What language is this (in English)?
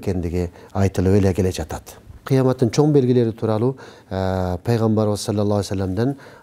Kyrgyz